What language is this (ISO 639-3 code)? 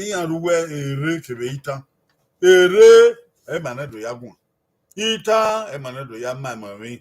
bin